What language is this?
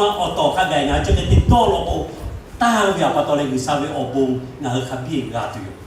Lahu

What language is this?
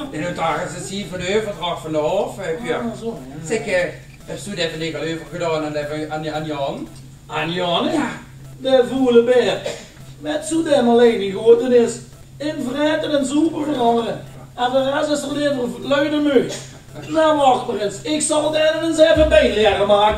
Limburgish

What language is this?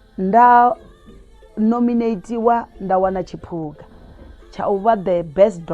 Venda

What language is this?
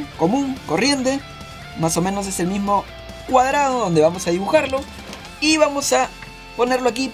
Spanish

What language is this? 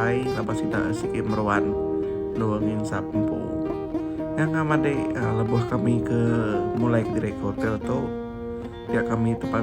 Iban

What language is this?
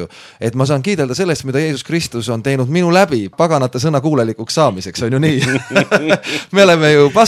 Estonian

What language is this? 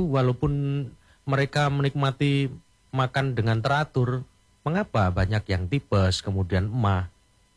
Indonesian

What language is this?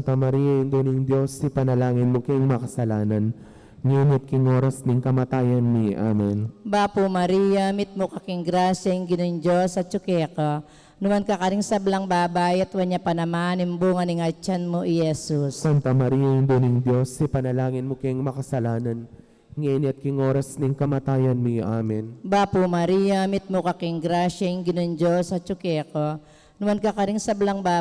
Pampanga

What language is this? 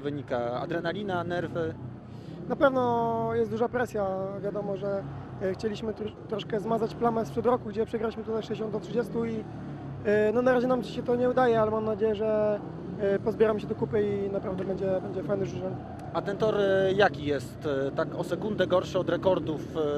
Polish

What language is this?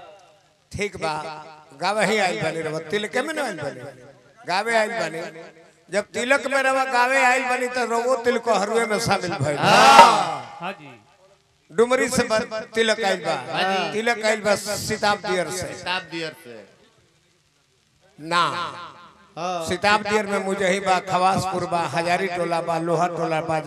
Bhojpuri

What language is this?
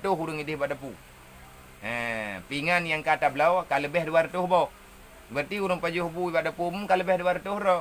Achinese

